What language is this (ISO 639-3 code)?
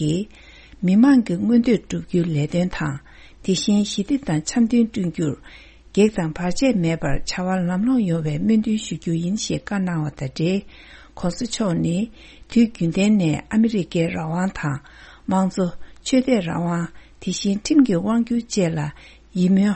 bod